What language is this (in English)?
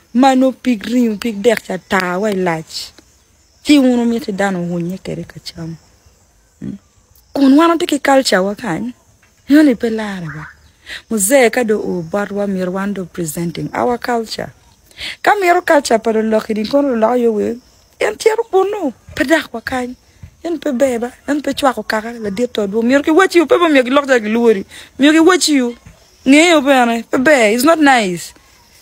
Acoli